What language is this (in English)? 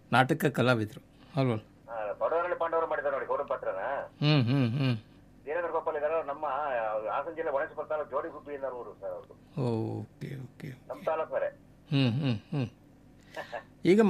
Kannada